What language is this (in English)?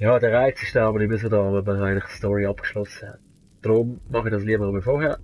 Swiss German